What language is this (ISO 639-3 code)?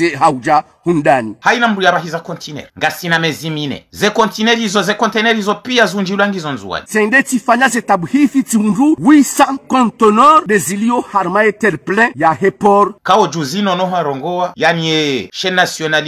zdj